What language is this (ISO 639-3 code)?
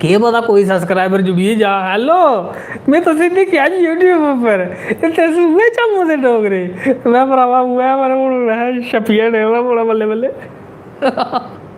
doi